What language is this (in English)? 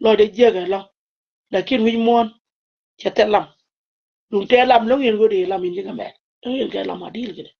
Nuer